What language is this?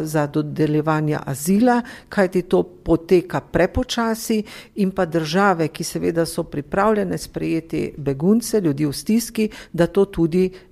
Slovenian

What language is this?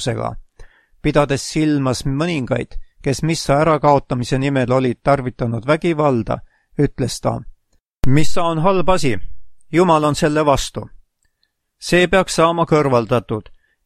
Estonian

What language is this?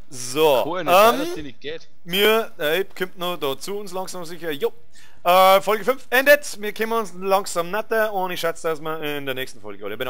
Bavarian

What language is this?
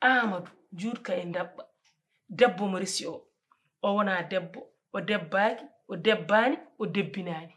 Fula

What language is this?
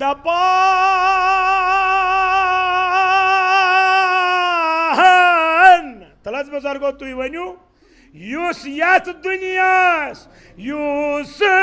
Kashmiri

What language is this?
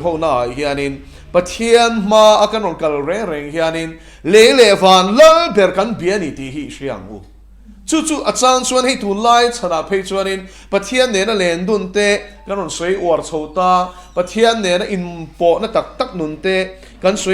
Mizo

